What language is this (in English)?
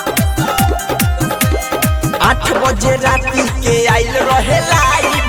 Bhojpuri